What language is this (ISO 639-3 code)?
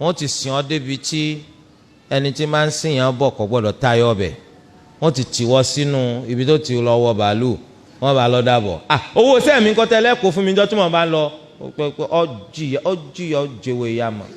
yor